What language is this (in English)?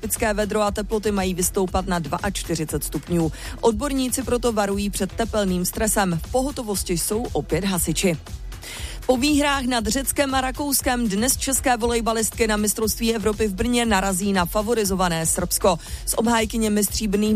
Czech